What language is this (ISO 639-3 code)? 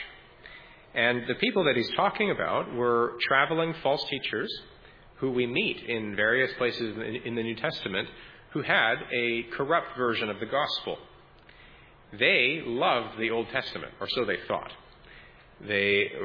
eng